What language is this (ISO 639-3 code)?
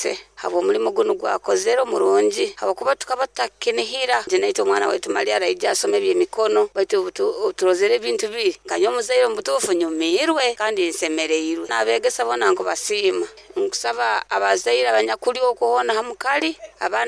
nyo